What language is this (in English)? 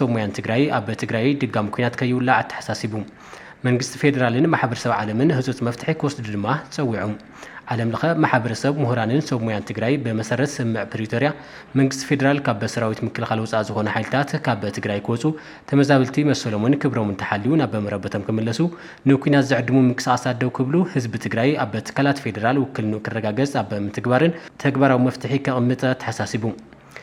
Tigrinya